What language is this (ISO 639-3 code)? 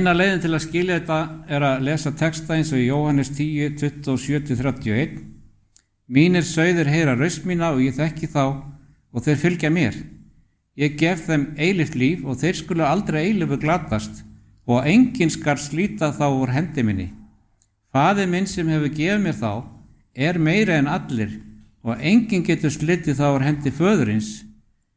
isl